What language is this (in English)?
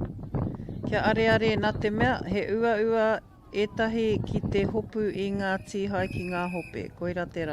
Māori